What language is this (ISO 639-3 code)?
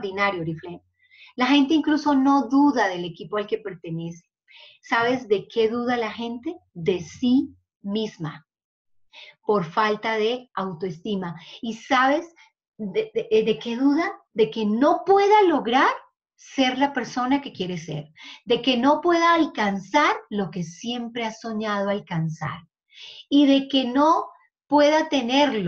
spa